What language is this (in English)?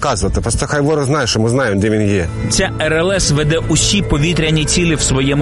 Ukrainian